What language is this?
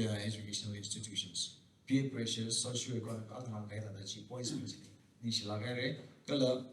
Tangkhul Naga (India)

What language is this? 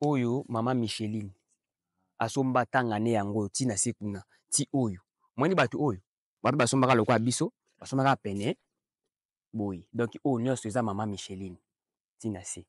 Lingala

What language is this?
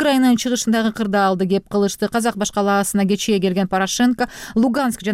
Kyrgyz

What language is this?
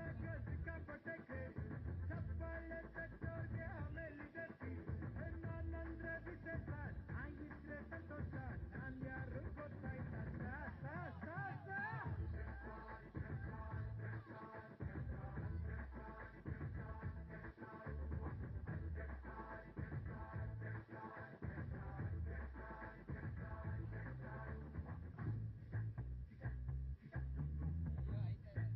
Kannada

